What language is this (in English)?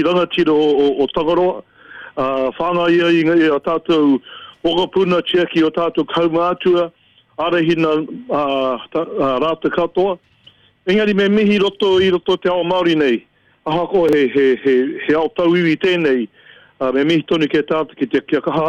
Māori